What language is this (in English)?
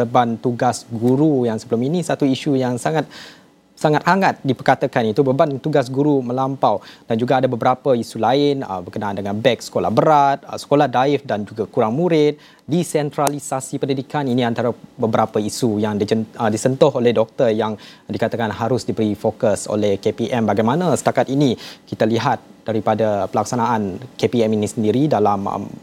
Malay